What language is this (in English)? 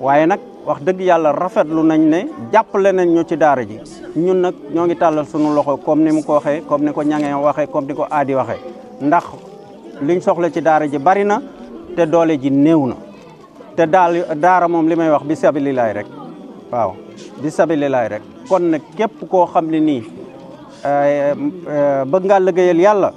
Wolof